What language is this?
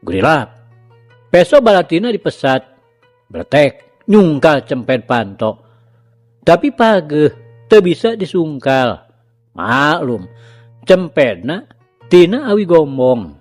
Sundanese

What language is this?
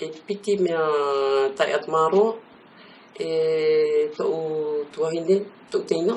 Tahitian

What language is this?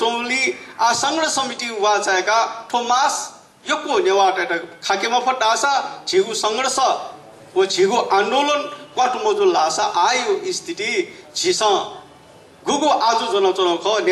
Newari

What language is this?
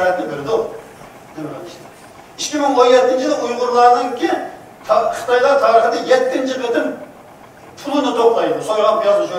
Uyghur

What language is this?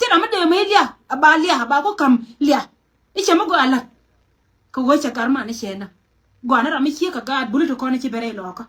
Nuer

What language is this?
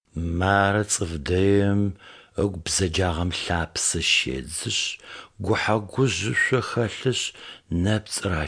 Adyghe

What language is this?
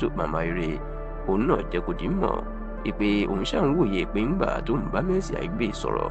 Yoruba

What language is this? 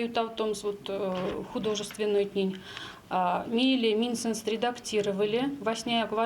Erzya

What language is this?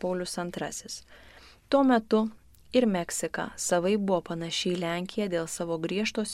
Lithuanian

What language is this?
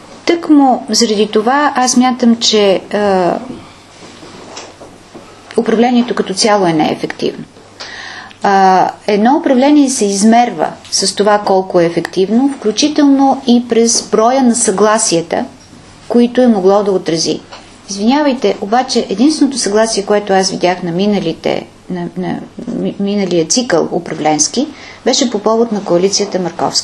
Bulgarian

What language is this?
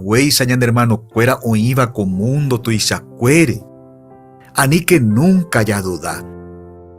Guarani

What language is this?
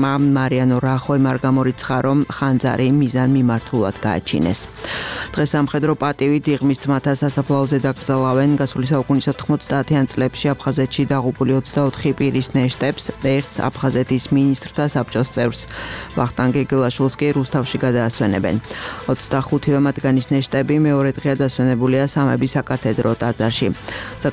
Georgian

